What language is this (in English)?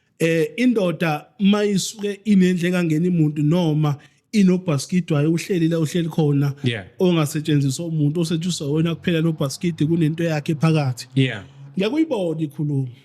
Zulu